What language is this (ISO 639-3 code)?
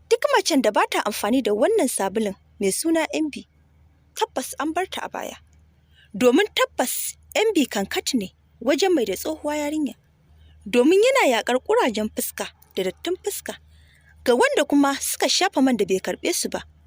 hau